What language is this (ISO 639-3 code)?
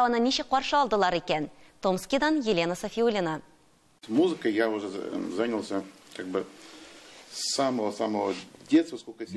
tat